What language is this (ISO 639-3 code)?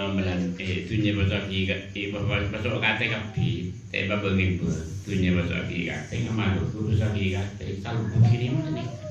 mad